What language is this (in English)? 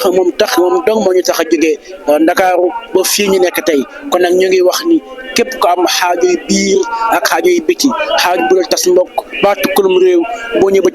Wolof